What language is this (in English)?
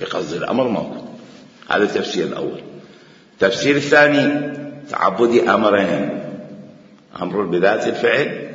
Mesopotamian Arabic